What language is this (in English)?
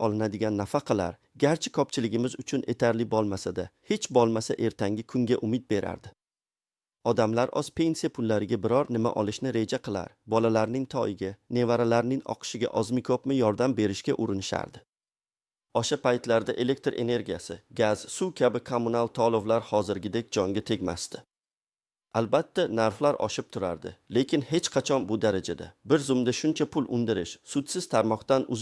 Uzbek